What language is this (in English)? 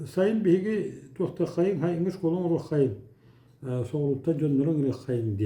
Yakut